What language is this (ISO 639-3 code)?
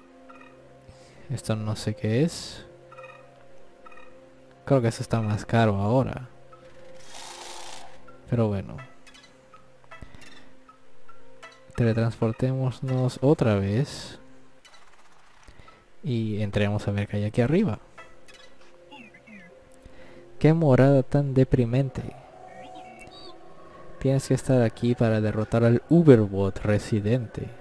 spa